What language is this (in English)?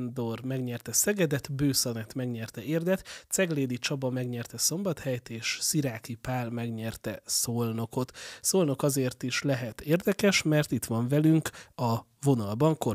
Hungarian